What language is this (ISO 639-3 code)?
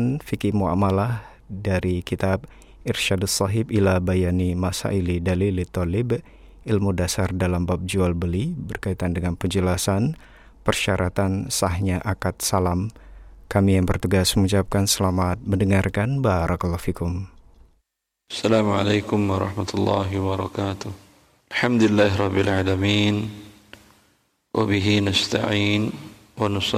ind